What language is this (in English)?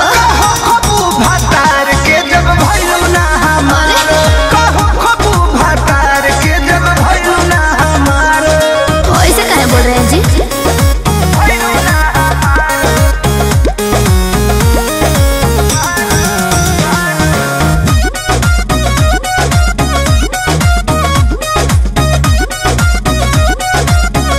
Bhojpuri